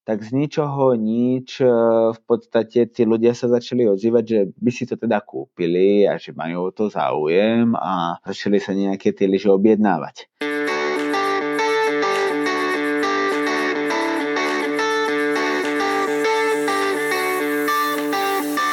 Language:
Slovak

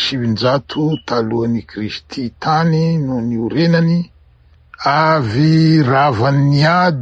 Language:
Malagasy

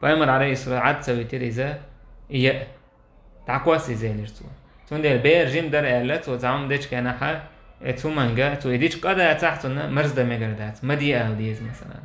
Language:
Chechen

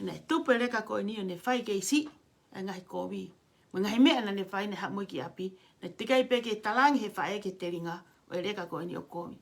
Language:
Tongan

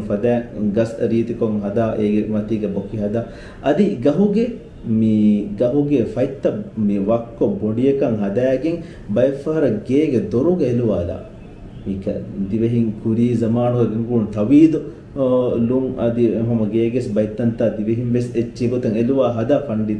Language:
Divehi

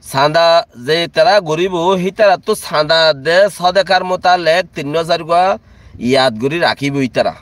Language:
Rohingya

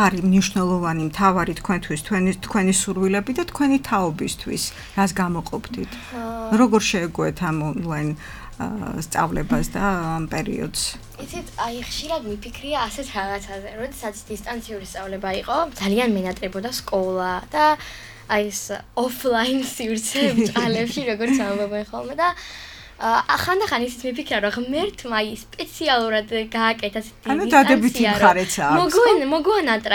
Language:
Georgian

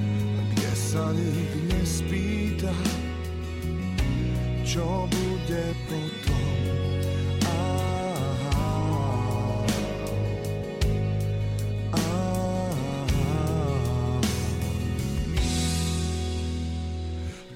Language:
Slovak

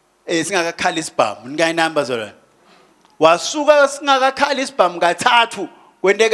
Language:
Swati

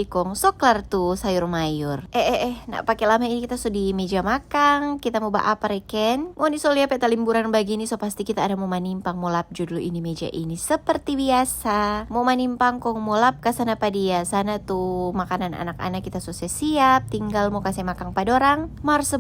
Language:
Manado Malay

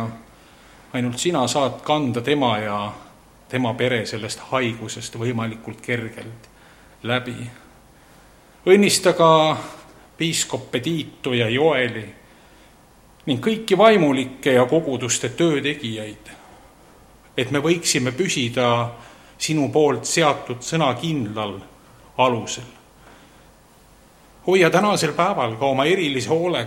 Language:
Estonian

